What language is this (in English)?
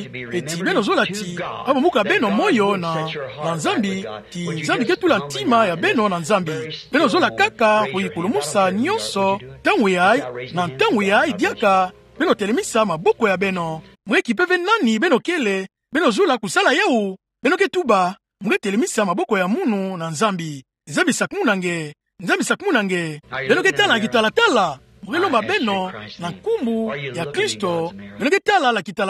Kituba (Democratic Republic of Congo)